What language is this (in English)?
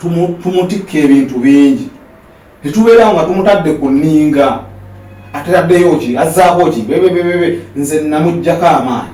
Ganda